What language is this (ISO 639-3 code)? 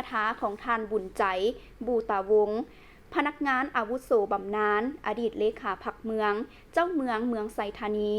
lao